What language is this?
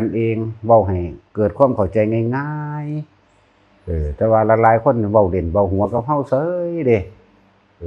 Northeastern Thai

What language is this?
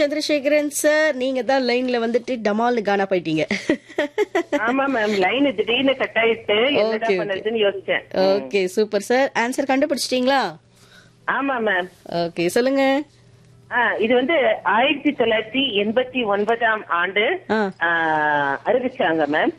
Tamil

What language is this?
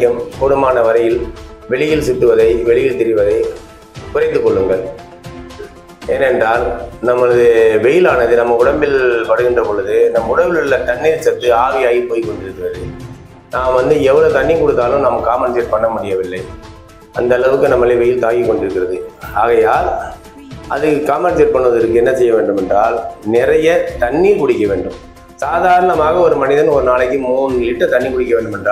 Tamil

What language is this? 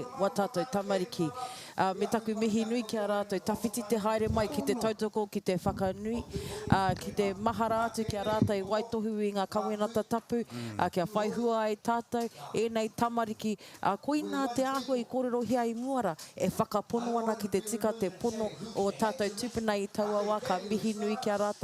Māori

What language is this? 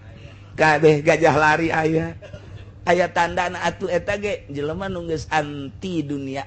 Sundanese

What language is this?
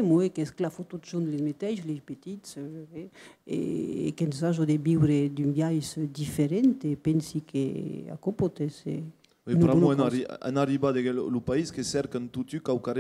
Occitan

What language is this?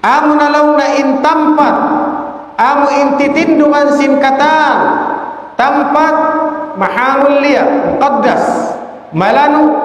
Tausug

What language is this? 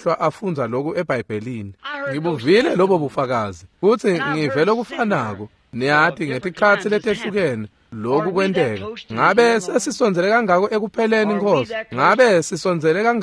Swati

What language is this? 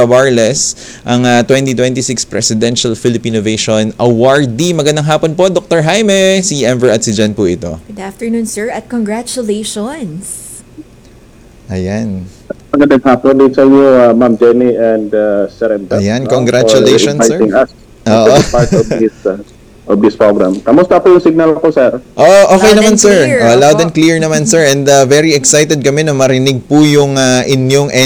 Filipino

